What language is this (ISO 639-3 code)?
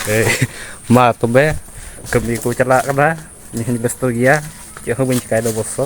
sat